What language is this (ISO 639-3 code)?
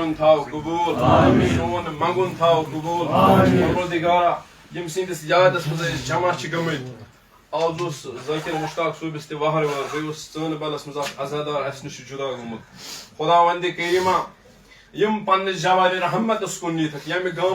kas